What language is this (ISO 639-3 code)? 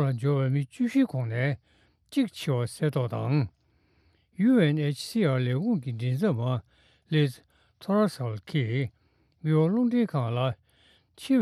bod